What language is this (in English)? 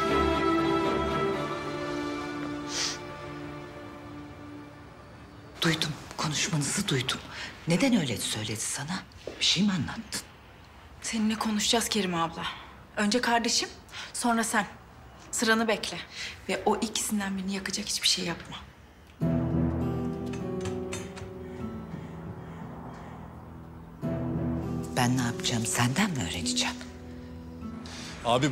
Turkish